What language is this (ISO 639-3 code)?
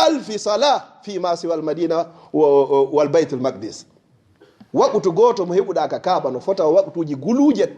ful